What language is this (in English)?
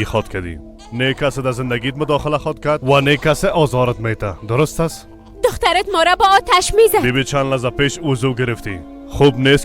Persian